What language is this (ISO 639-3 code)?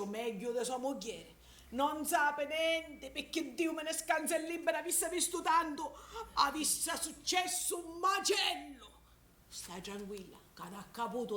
scn